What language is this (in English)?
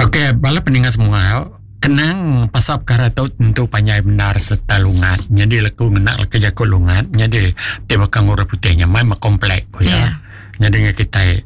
Iban